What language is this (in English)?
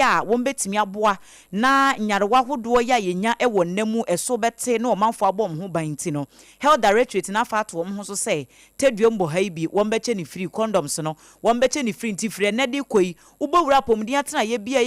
Akan